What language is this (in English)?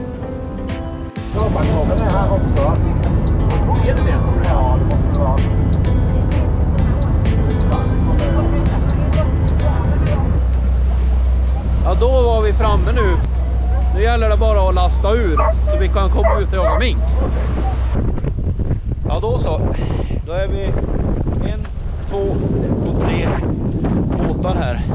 Swedish